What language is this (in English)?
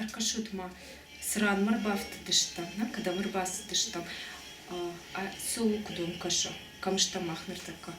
Ossetic